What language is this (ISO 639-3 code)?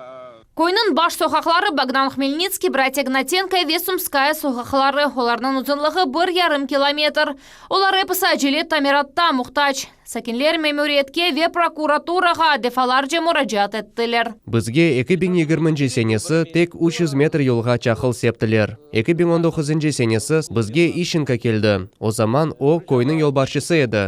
crh